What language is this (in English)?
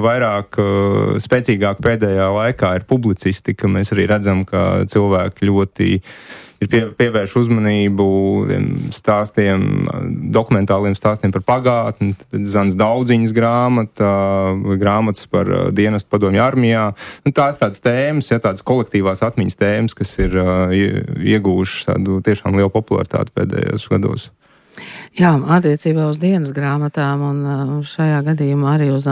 Latvian